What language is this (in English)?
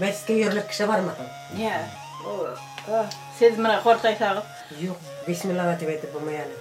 Bashkir